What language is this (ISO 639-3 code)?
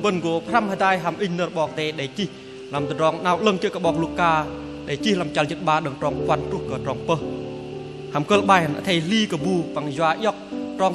bdq